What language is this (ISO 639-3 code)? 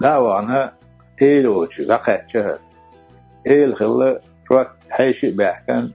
che